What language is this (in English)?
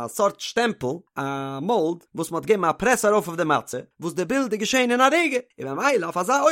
Yiddish